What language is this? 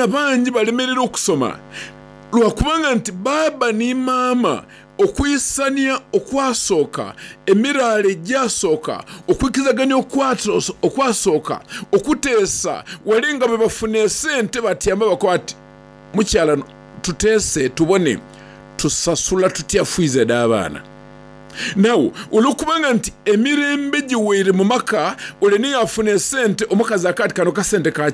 Soga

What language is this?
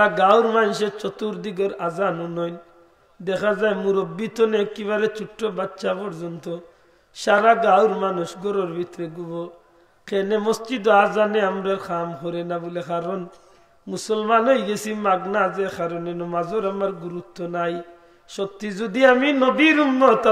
Sylheti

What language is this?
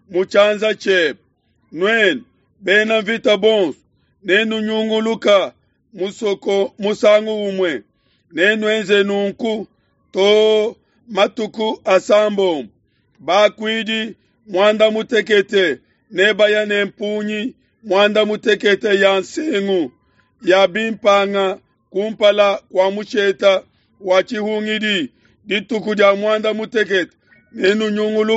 Luba-Lulua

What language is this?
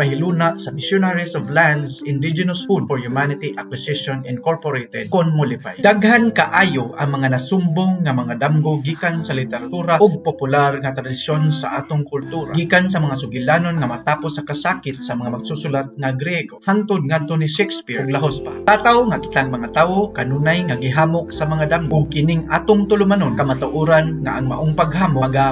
Cebuano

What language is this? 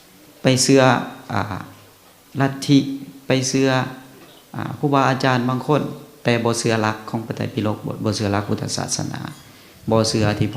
Lao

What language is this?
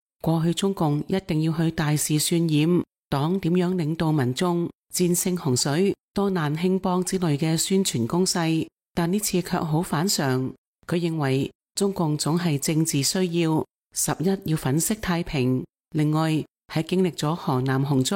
Cantonese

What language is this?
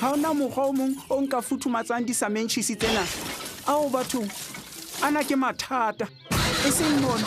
Southern Sotho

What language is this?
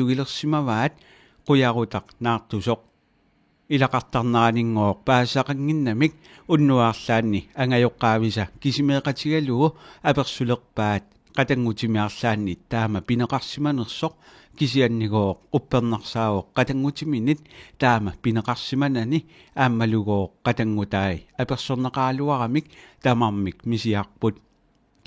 Kalaallisut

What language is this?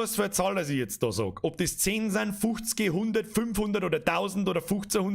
Bavarian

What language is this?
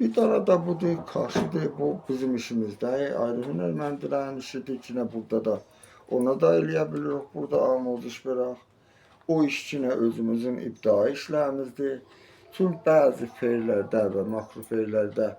Azerbaijani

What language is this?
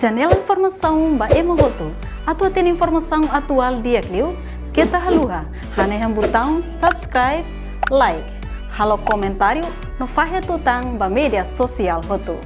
Tetum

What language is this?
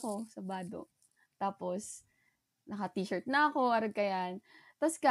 Bikol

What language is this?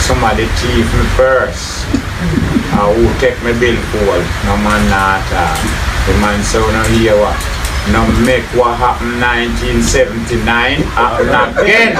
Jamaican Creole English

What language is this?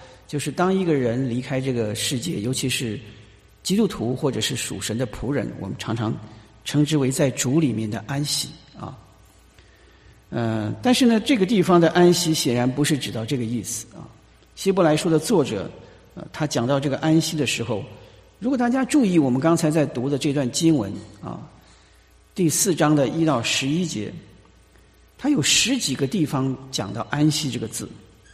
Chinese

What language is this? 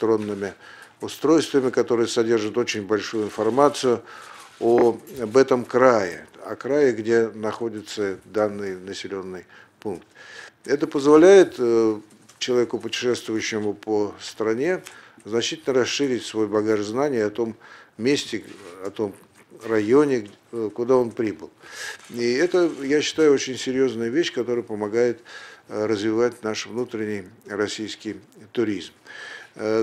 Russian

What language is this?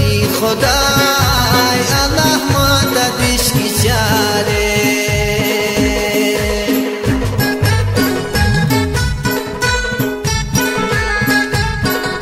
Khowar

